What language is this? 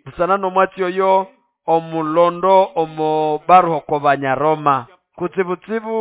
Nande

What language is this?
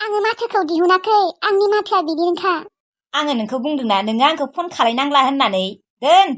Bodo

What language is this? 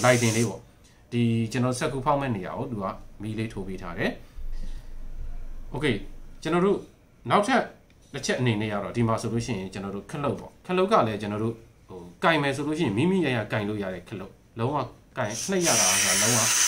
Burmese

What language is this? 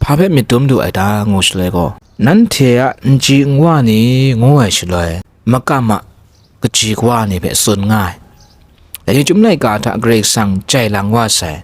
Kachin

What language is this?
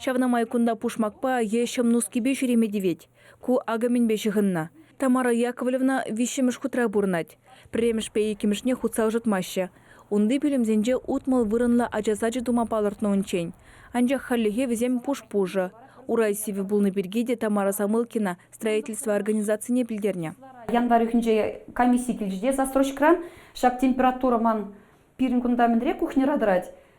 Chuvash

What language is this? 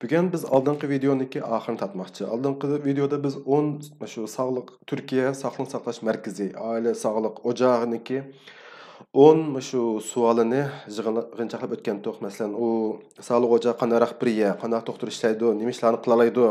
Uyghur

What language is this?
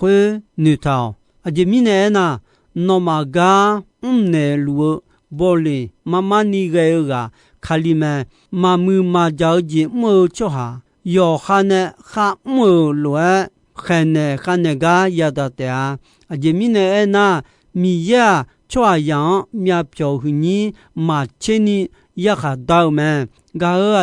Akha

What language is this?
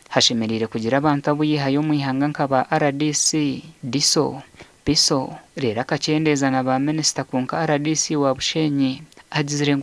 Nyankole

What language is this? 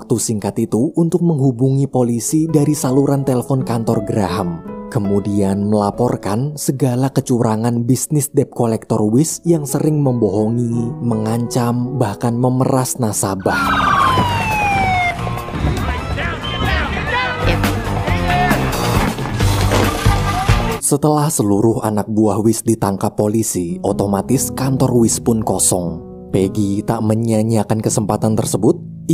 Indonesian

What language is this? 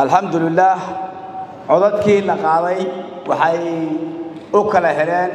Somali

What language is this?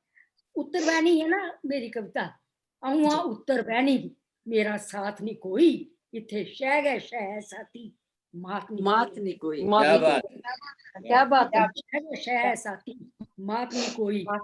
Dogri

